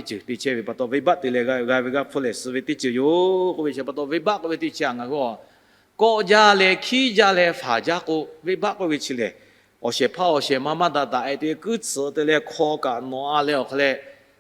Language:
Lahu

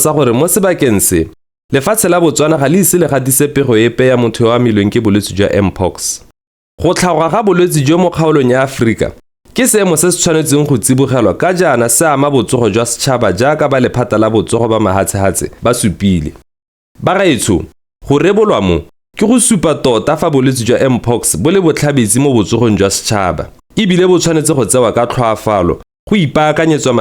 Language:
Tswana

